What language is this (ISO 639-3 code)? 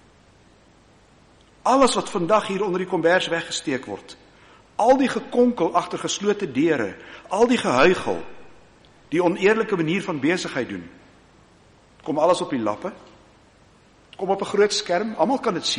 afr